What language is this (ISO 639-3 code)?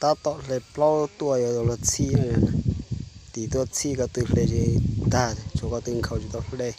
hmn